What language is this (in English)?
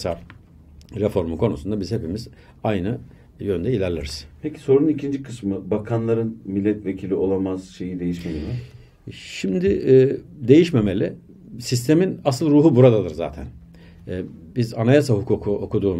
Turkish